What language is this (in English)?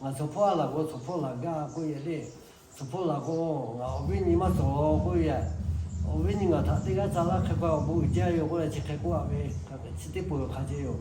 Lahu